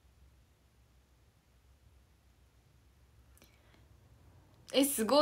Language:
Japanese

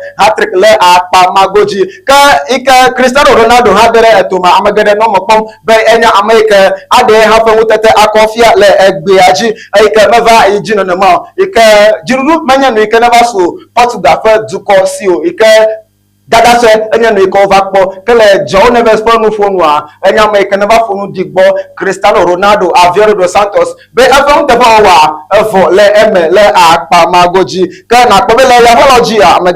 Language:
Ewe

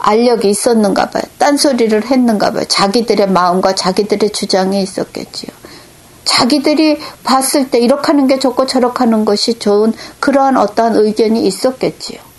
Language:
Korean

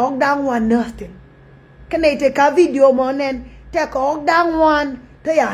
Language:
Nuer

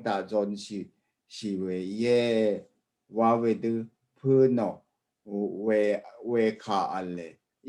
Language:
Rawang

